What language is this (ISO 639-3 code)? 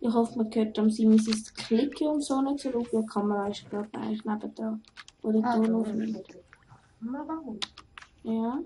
gsw